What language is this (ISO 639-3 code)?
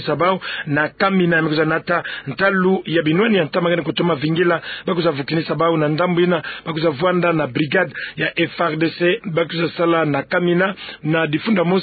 ktu